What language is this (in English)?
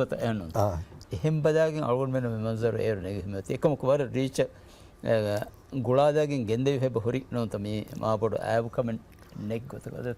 Divehi